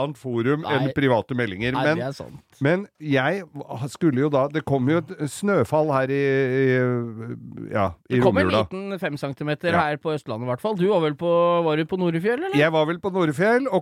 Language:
Norwegian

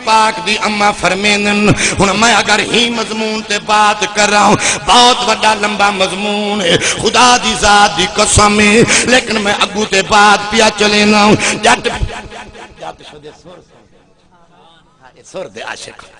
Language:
Saraiki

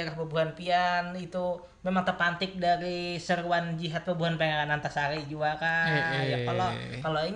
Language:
Banjar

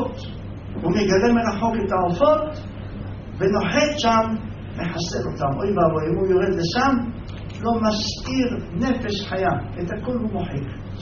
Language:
Hebrew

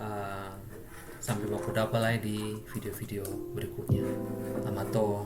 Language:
Ambonese Malay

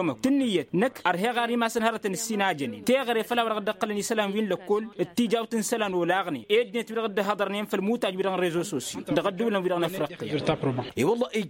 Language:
Tamasheq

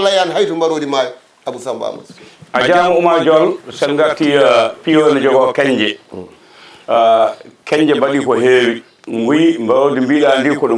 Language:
Fula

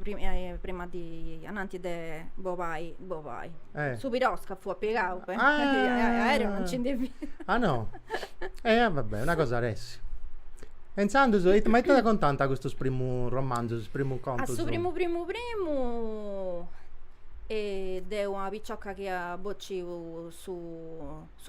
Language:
Sardinian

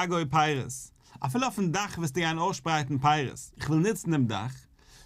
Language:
Yiddish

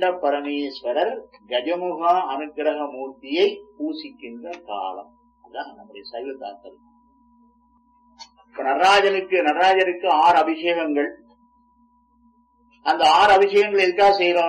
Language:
Tamil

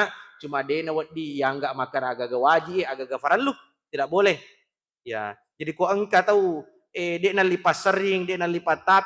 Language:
Buginese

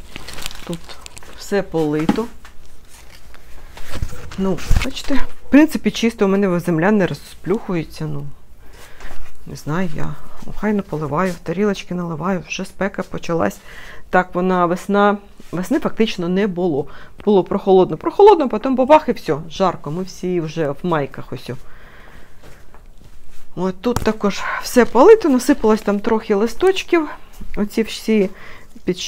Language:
Ukrainian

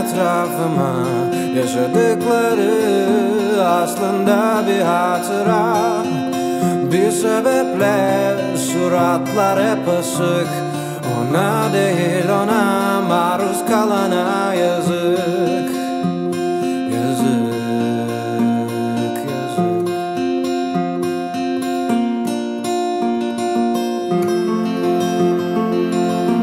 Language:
Turkish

